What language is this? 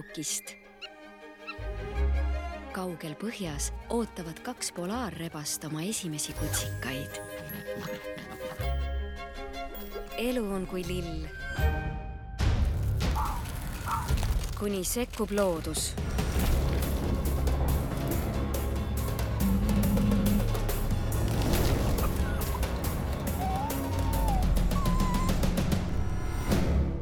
Estonian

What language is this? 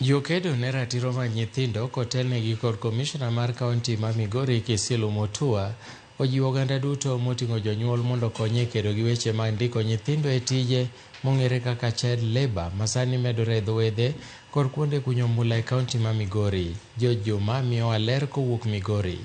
Luo (Kenya and Tanzania)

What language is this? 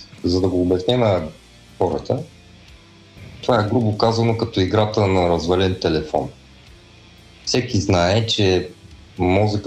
Bulgarian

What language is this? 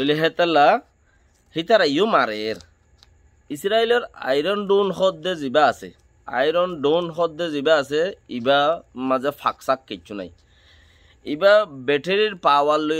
Rohingya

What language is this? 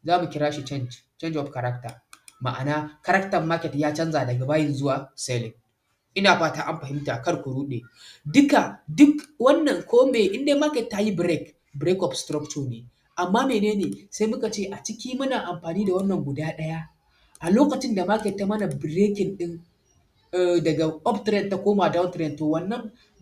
Hausa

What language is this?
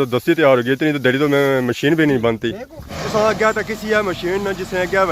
Pahari-Potwari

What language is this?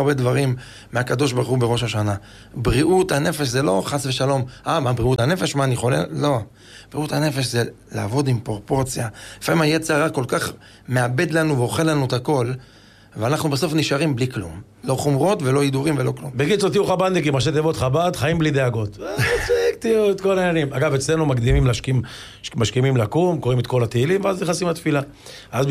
Hebrew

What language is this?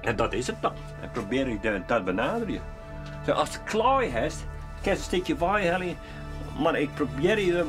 Western Frisian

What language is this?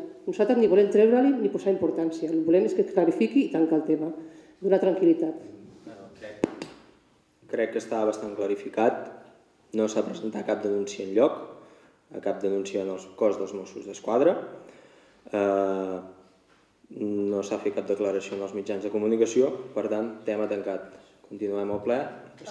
Catalan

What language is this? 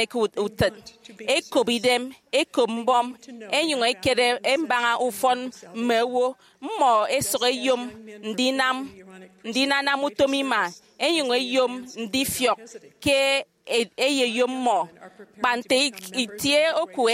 Efik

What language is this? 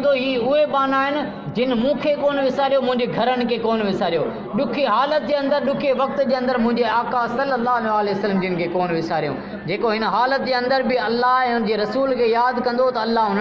Sindhi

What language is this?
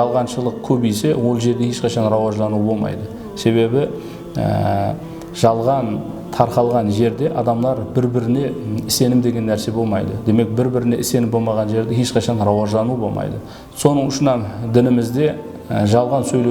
Kara-Kalpak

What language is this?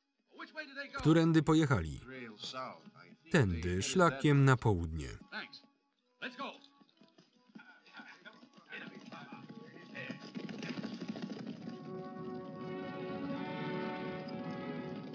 Polish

